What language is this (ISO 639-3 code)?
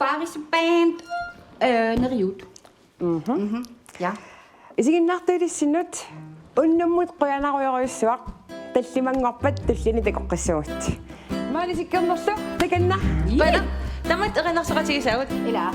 kal